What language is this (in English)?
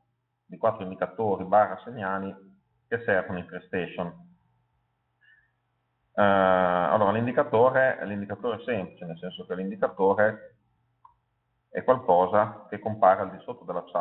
Italian